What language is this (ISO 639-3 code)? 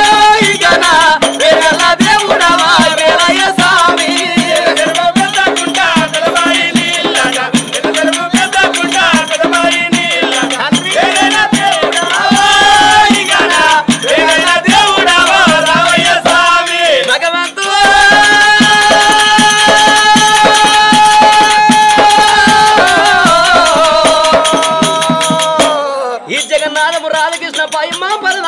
tel